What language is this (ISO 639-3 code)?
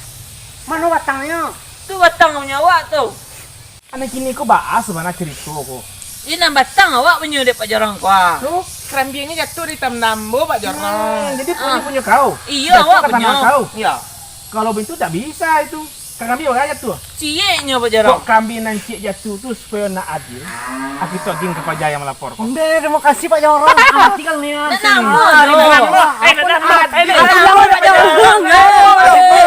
min